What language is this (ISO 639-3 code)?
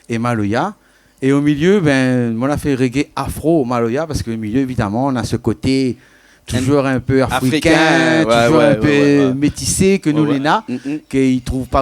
rcf